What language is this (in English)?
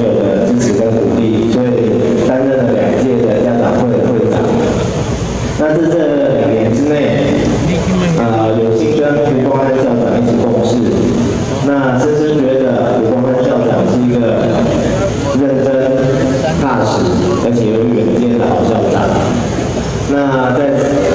Chinese